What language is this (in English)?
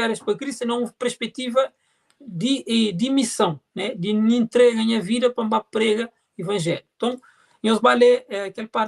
Kabuverdianu